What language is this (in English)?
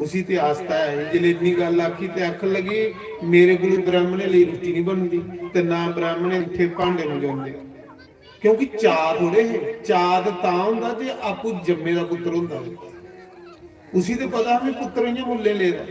Dogri